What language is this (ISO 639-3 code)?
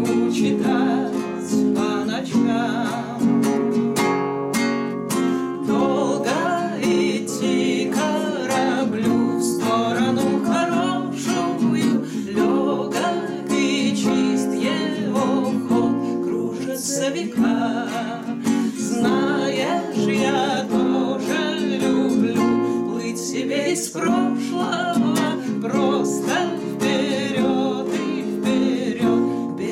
rus